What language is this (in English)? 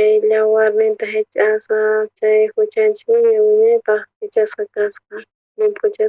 South Bolivian Quechua